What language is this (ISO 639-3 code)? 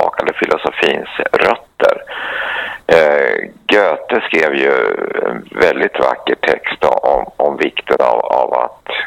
swe